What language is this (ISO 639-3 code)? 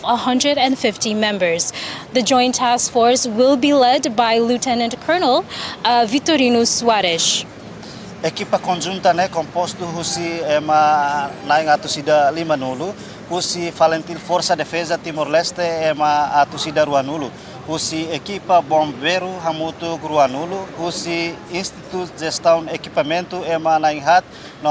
tet